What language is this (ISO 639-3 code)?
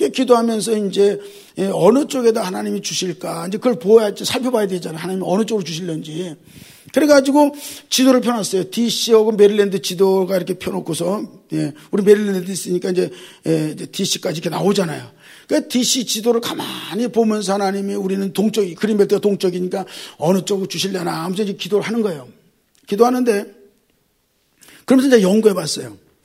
kor